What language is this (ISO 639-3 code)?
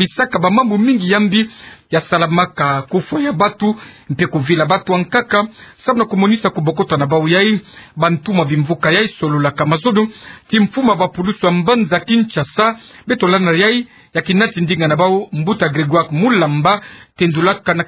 ktu